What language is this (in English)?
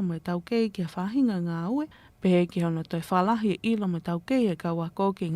Tongan